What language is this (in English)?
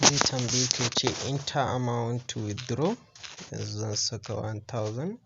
Hausa